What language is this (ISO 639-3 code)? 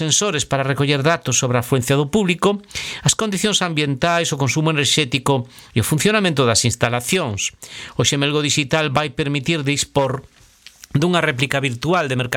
glg